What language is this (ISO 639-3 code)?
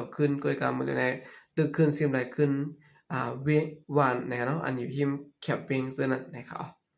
shn